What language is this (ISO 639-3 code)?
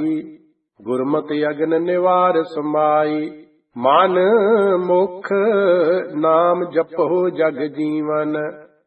pan